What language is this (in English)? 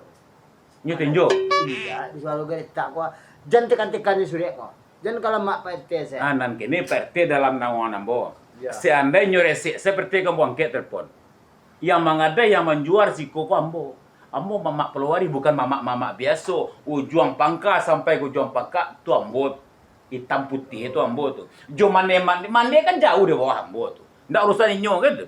Minangkabau